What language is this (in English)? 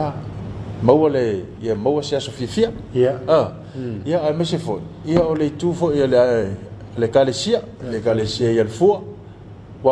Samoan